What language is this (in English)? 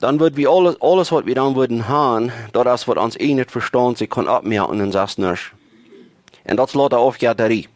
Plautdietsch